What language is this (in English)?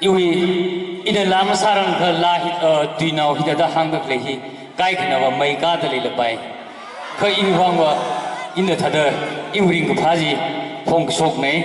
Tangkhul Naga (India)